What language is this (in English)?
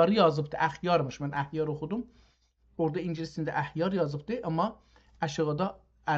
South Azerbaijani